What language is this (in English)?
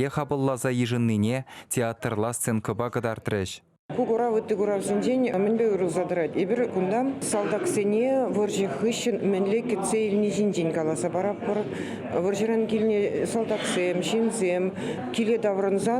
Chuvash